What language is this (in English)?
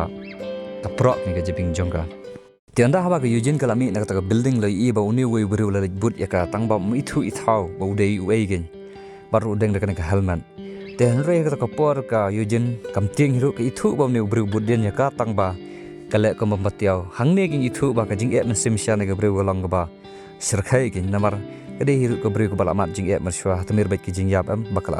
Khasi